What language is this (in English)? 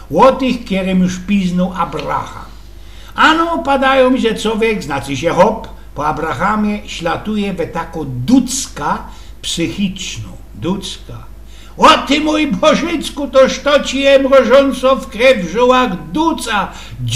Silesian